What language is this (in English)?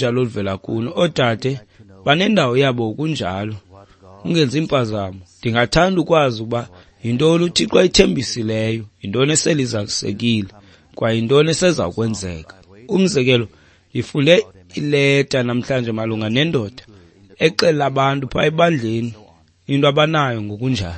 Xhosa